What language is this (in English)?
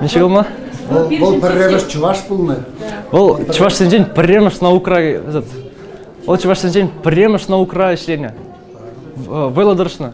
Chuvash